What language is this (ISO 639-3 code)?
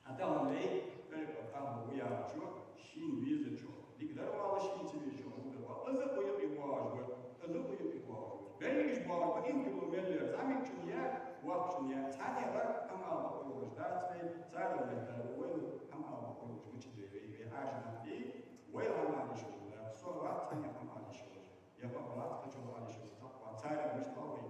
inh